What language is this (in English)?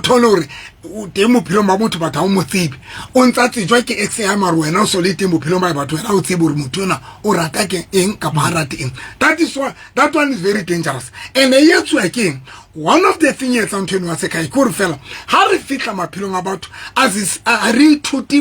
Southern Sotho